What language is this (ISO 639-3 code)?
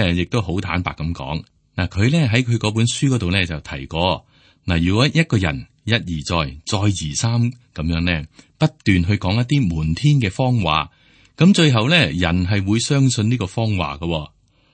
yue